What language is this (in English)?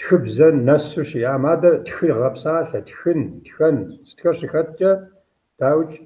Kabardian